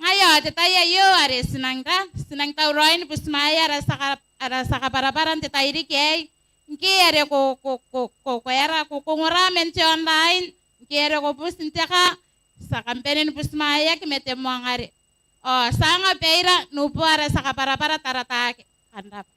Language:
Gilbertese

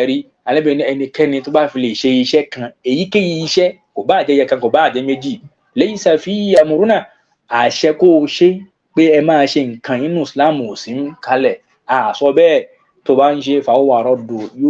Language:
Yoruba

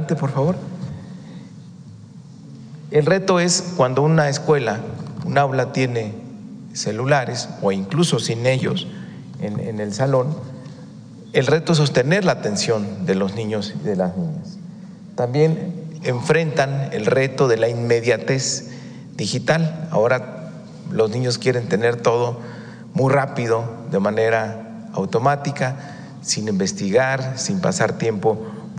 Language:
Spanish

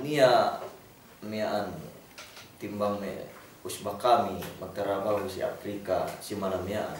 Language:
Yakan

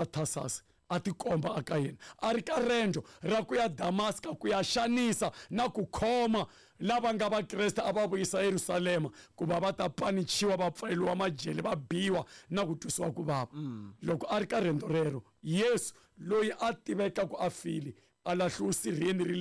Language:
Tsonga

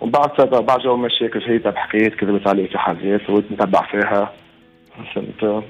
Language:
Tunisian Arabic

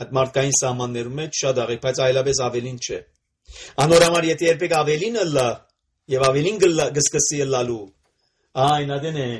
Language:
Armenian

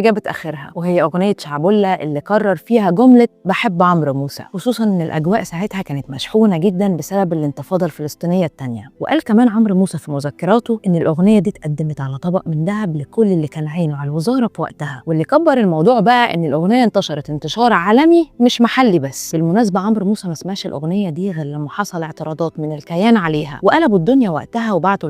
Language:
Egyptian Arabic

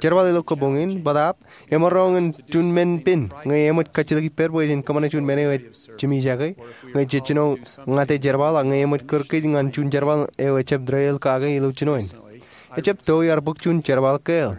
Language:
Marshallese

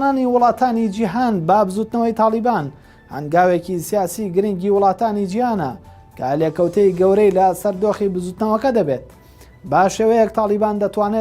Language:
Central Kurdish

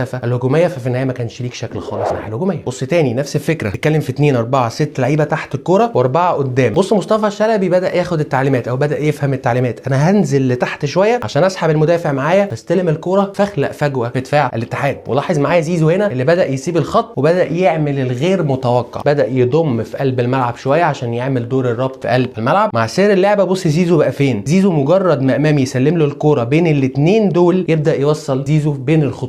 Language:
Egyptian Arabic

